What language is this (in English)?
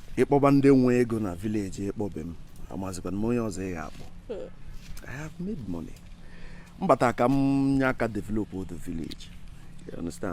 Igbo